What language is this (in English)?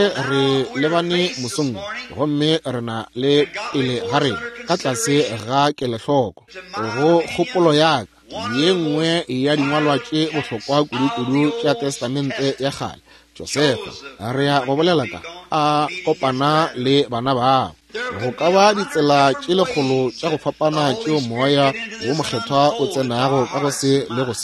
Northern Sotho